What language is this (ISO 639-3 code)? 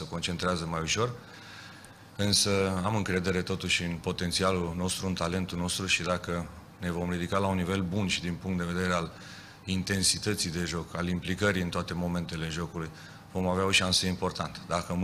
ron